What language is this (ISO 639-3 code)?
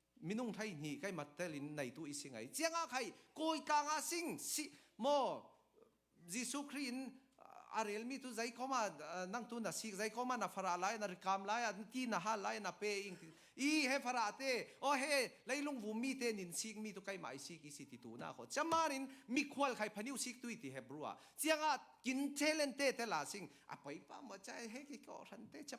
cfm